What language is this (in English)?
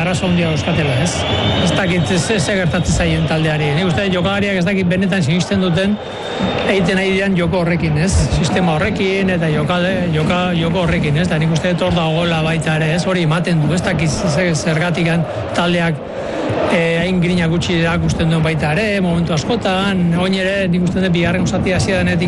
Basque